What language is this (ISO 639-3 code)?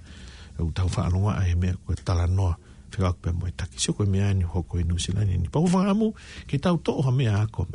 ton